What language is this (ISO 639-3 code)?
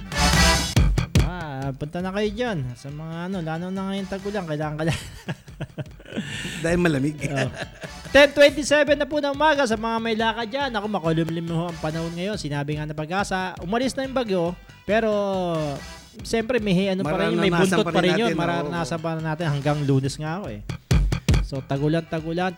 fil